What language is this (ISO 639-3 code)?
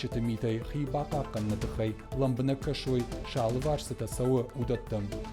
oss